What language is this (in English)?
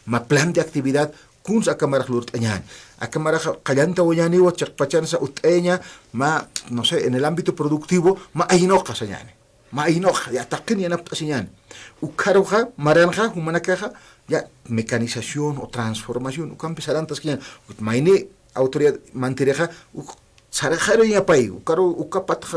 Aymara